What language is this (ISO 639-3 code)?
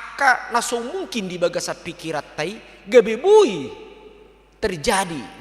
bbc